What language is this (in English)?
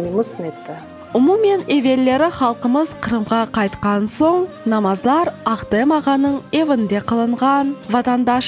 Crimean Tatar